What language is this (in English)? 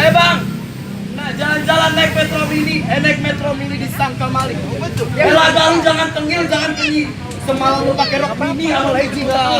Betawi